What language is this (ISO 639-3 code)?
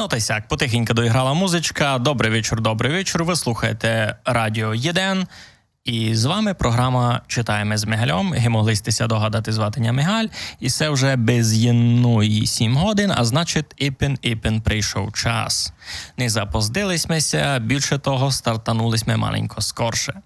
rue